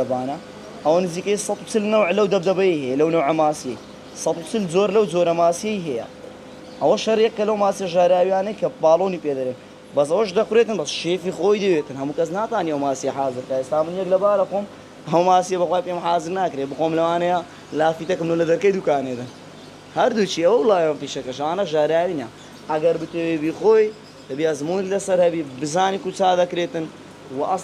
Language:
Central Kurdish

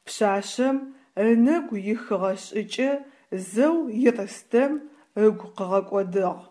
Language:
Adyghe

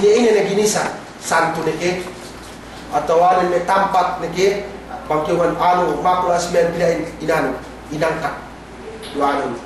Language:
Yakan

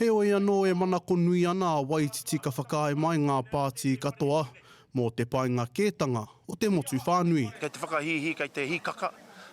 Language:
Māori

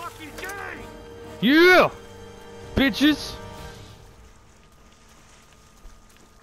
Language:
English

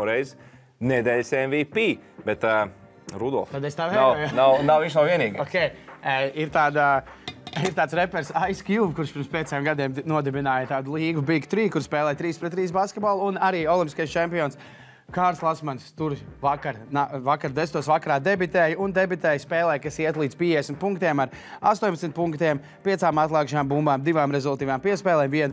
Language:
Latvian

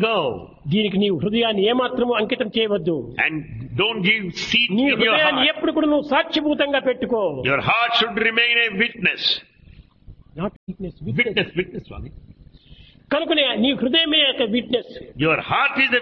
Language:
Telugu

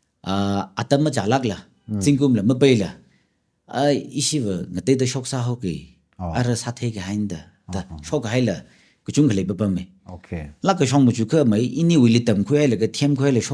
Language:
Tangkhul Naga (India)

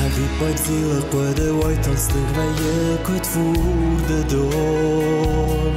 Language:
Ossetic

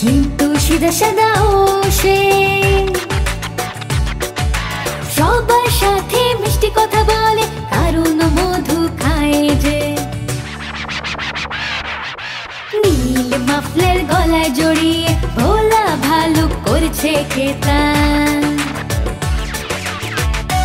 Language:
Bangla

